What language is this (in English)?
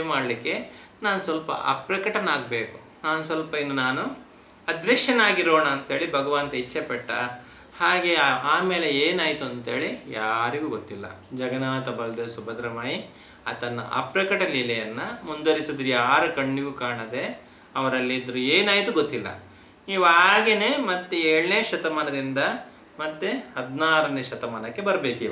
Kannada